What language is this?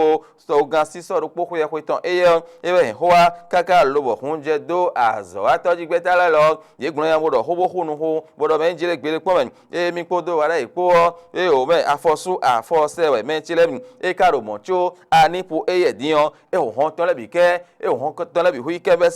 Fon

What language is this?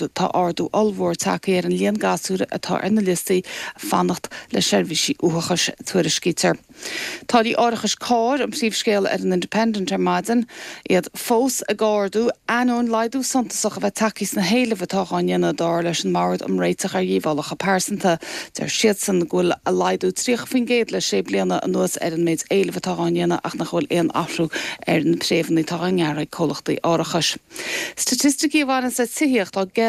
Irish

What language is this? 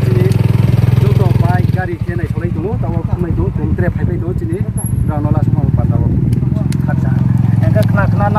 Riang (India)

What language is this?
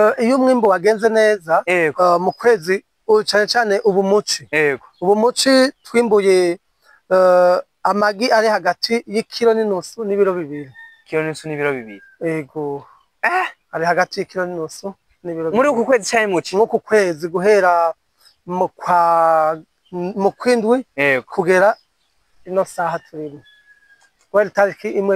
Rundi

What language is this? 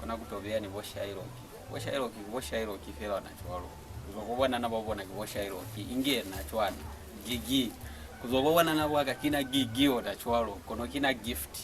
Lozi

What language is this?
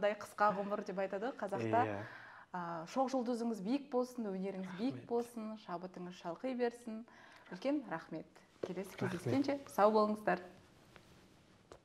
Kazakh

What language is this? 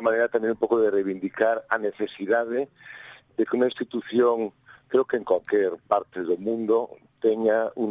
Galician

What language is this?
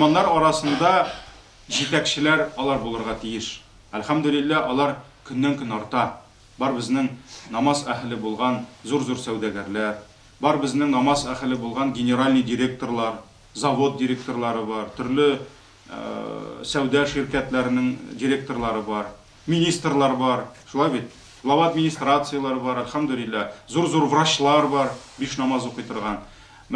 Tatar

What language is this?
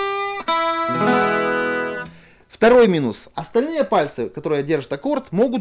Russian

